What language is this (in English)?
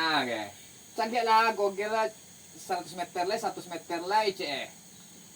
Minangkabau